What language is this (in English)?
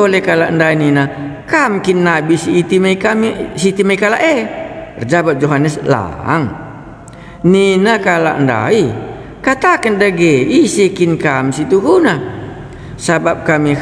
Batak Karo